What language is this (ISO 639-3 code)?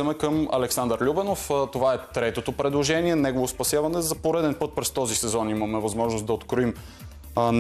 bul